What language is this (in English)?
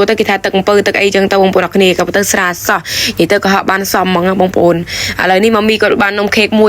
Khmer